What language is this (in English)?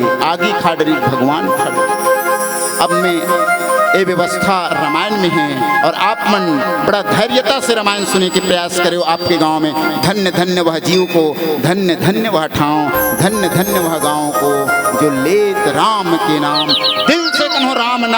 Chhattisgarhi